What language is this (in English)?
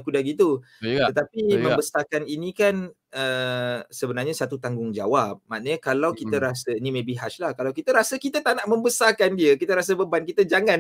Malay